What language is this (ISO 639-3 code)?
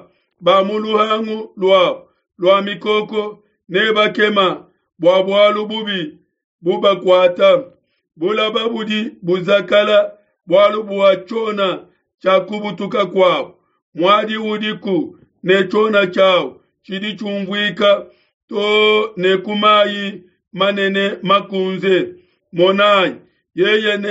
lua